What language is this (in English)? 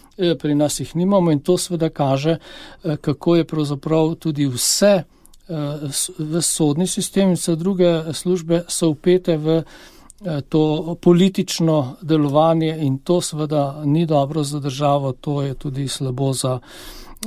Slovenian